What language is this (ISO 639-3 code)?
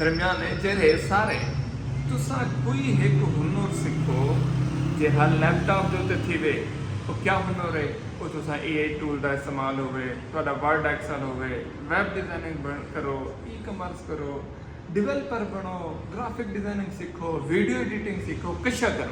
skr